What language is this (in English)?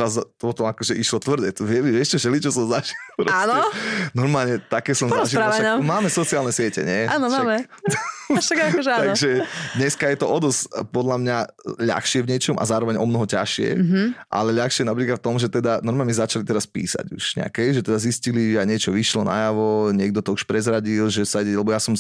Slovak